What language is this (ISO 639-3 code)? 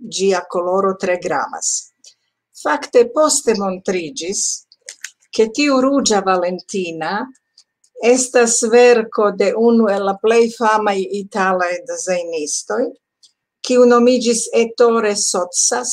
epo